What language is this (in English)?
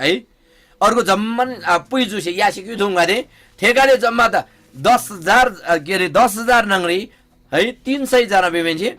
Eastern Tamang